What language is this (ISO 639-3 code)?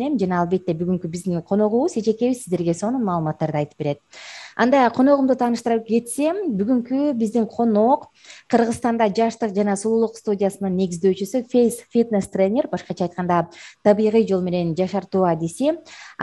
kir